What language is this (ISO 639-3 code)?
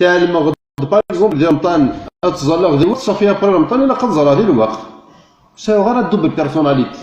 kab